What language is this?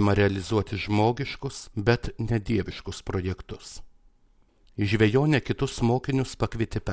Lithuanian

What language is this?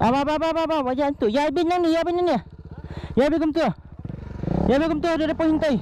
Khasi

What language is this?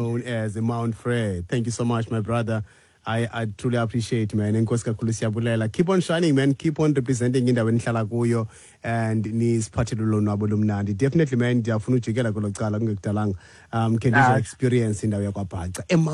Xhosa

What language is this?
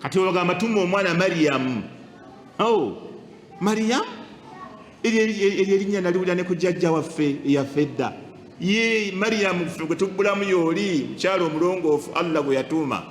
Ganda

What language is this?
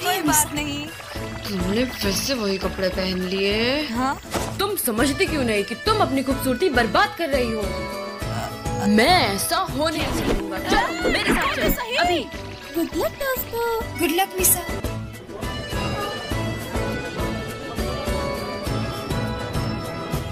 Hindi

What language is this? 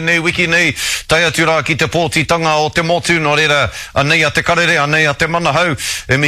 Māori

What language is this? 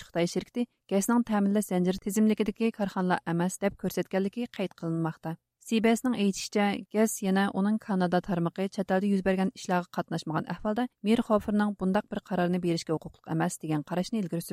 Uyghur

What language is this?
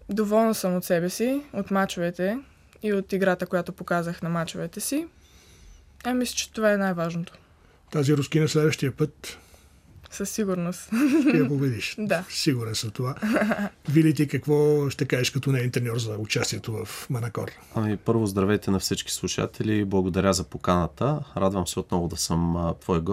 Bulgarian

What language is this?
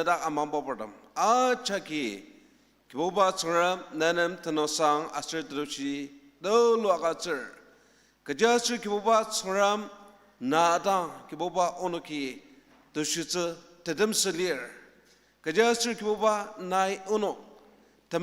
Ao Naga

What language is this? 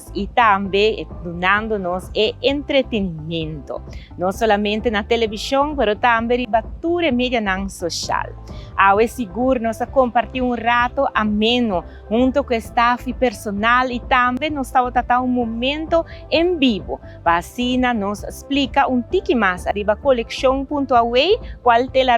Papiamento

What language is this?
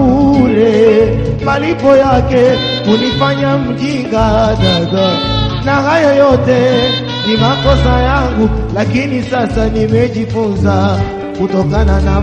Swahili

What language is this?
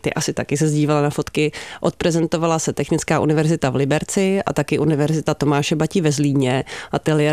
Czech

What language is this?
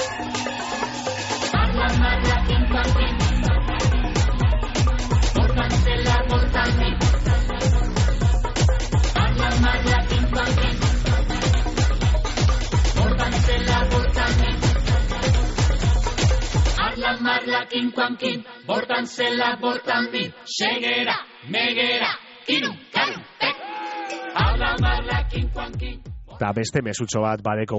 Basque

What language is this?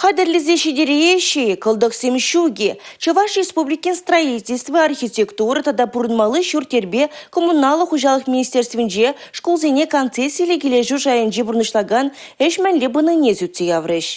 Chuvash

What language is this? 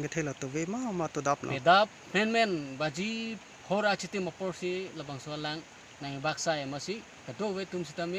Karbi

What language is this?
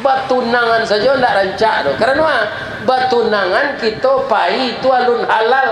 Minangkabau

